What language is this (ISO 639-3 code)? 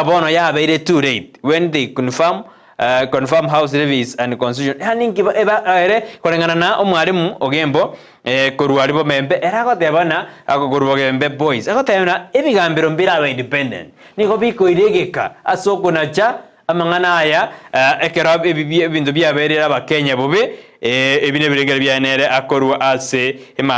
guz